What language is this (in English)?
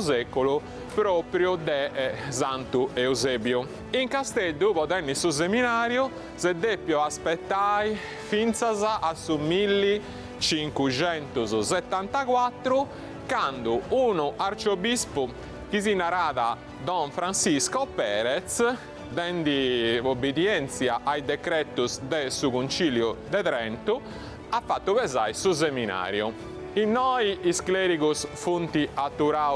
Sardinian